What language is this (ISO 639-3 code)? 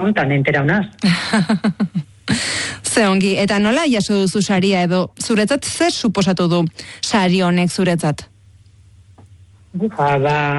eus